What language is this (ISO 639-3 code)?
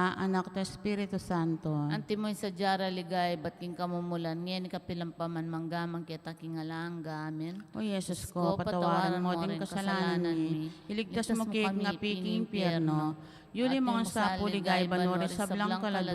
pam